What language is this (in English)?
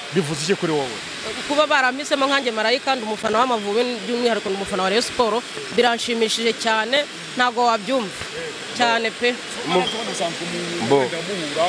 Kinyarwanda